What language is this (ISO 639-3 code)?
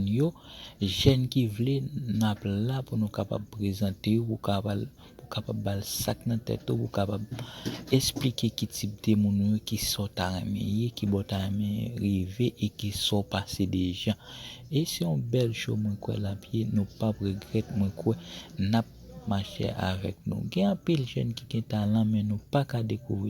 hat